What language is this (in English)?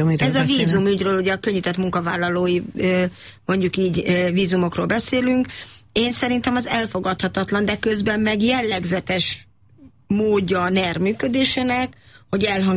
Hungarian